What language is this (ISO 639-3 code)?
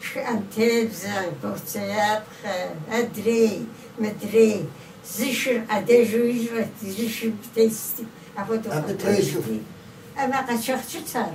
kbd